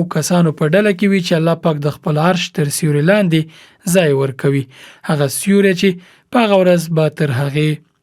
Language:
Pashto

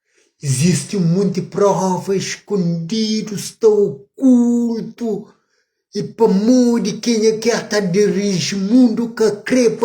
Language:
Kabuverdianu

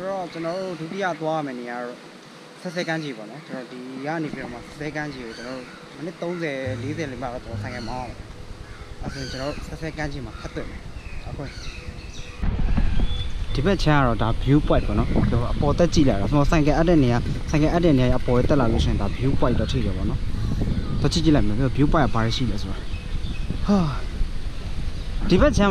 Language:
Burmese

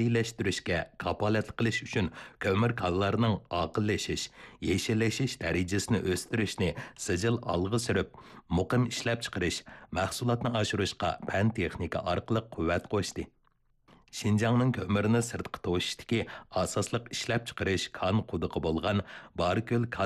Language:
Uyghur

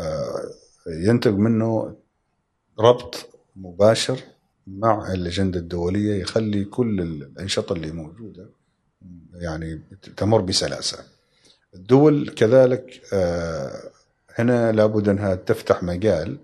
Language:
Gulf Arabic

